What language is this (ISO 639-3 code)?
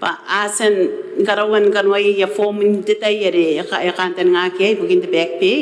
gil